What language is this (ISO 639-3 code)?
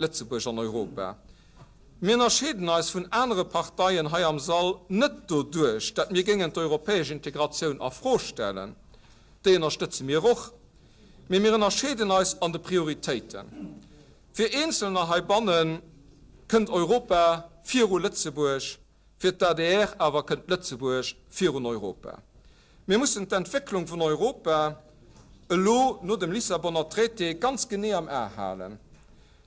ltz